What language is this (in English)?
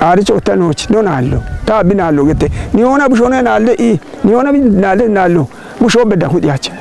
Kafa